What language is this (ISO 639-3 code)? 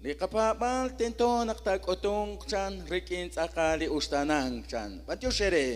kek